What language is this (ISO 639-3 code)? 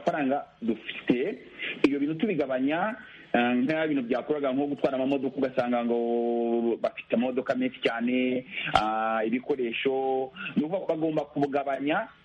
kin